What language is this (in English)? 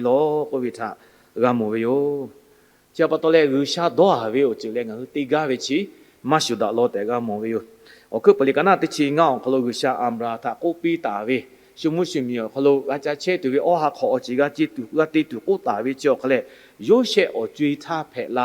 Lahu